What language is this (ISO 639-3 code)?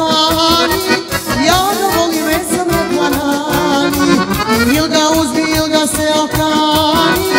srp